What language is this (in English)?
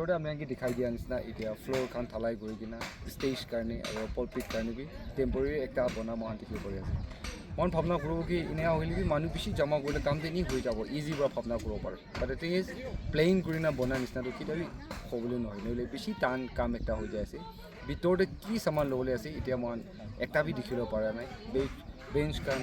Naga Pidgin